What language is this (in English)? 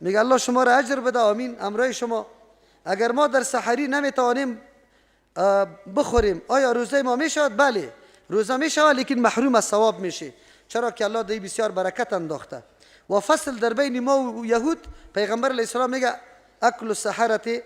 Persian